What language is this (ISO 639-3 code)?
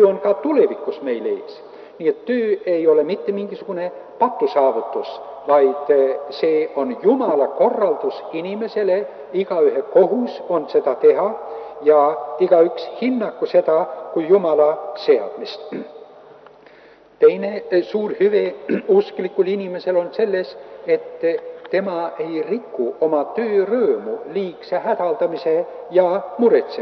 est